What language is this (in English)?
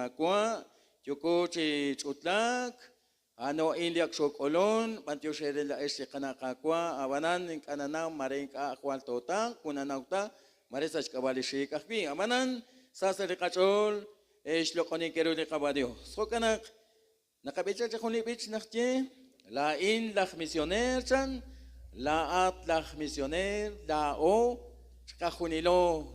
Kekchí